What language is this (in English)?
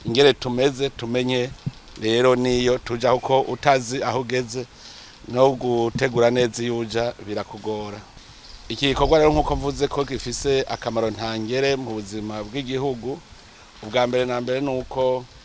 Rundi